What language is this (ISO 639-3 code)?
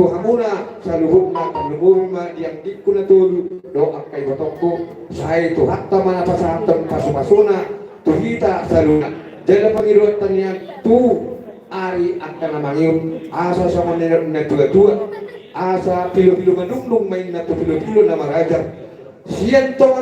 bbc